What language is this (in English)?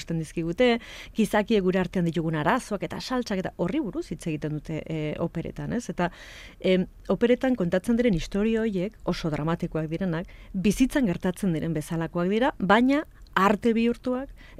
Basque